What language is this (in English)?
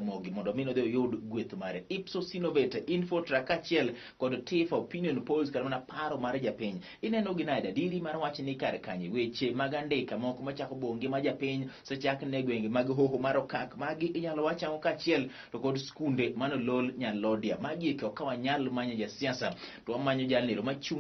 Luo (Kenya and Tanzania)